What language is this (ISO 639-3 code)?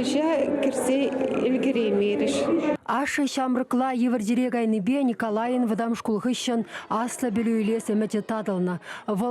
chv